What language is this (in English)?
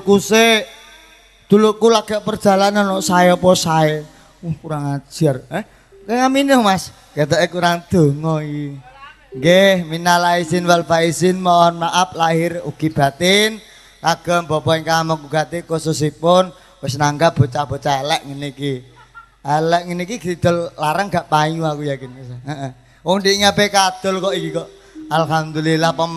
Javanese